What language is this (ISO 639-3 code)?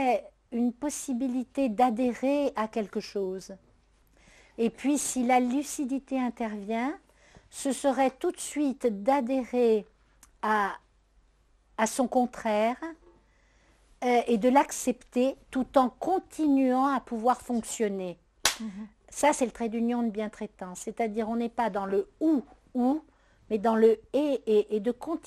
fra